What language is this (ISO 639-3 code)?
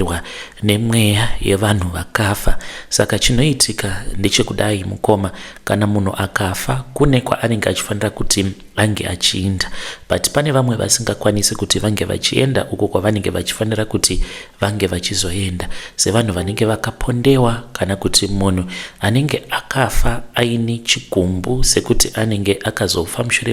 sna